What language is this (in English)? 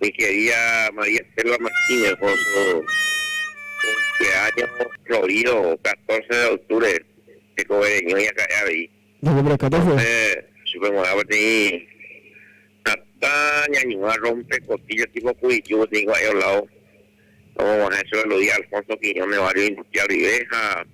Guarani